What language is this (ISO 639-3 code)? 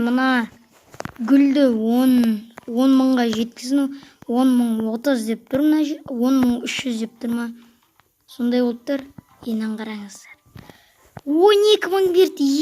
kaz